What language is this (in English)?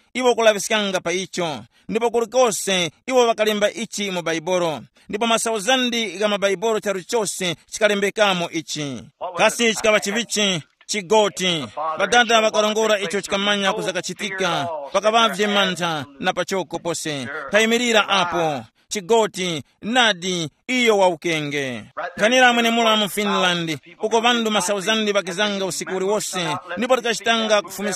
Tumbuka